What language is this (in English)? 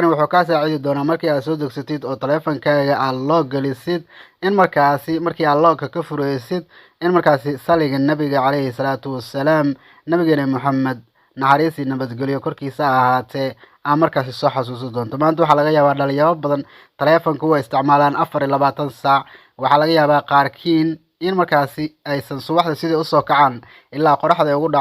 Somali